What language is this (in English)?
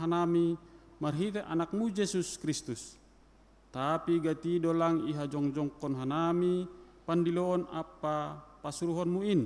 Batak Simalungun